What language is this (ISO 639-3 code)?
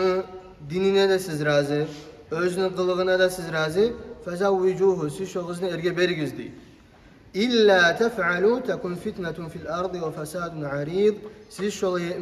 kum